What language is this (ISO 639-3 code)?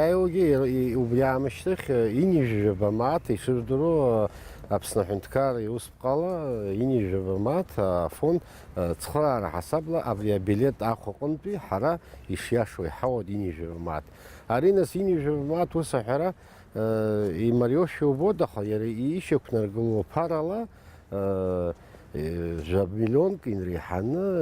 abk